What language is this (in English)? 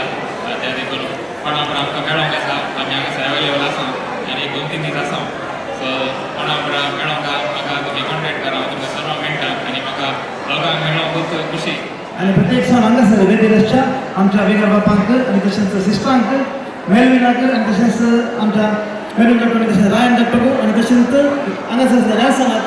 Konkani